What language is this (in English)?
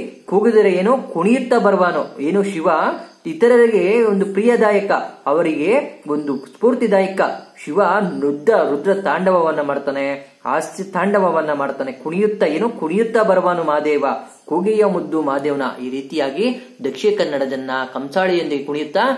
Kannada